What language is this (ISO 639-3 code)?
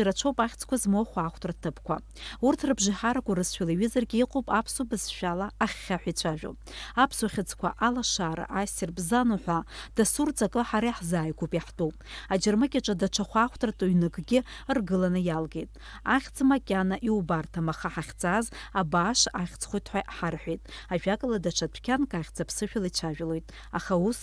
abk